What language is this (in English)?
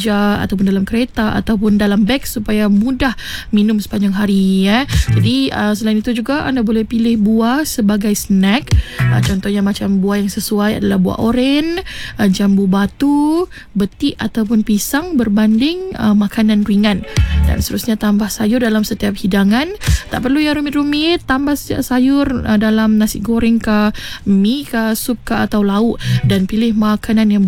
Malay